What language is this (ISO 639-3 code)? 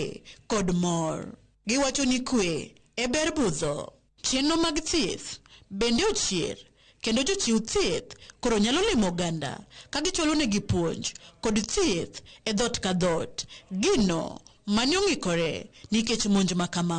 luo